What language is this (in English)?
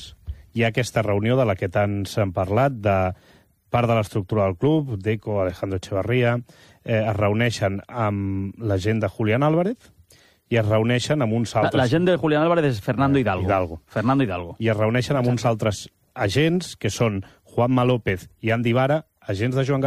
Catalan